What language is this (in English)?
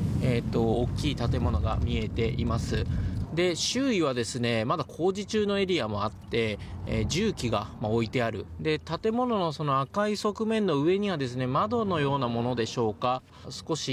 Japanese